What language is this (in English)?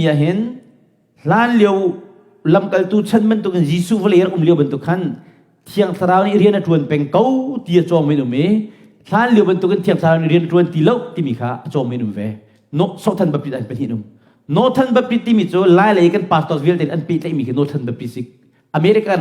Hakha Chin